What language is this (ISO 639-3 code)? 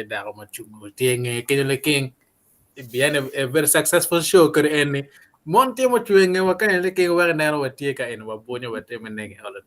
ach